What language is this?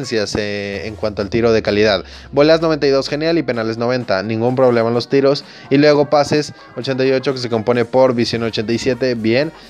Spanish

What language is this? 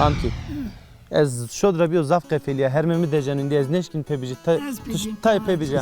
Zaza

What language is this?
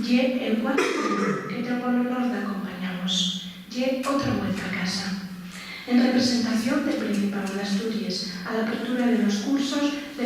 Asturian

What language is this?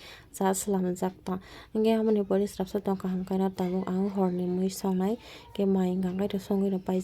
Kok Borok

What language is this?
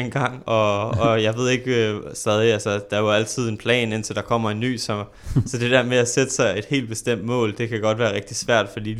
Danish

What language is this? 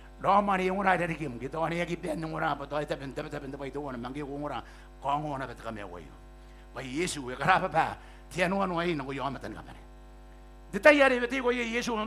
Gilbertese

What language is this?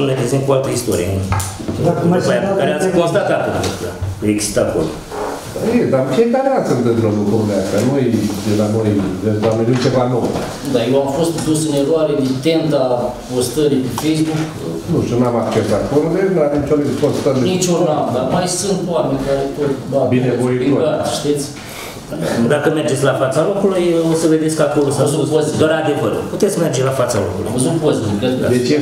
Romanian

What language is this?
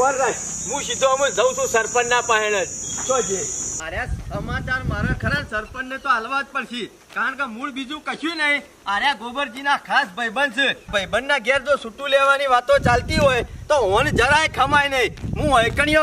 Gujarati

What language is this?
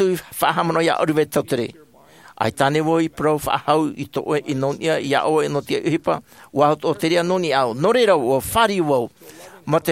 Tahitian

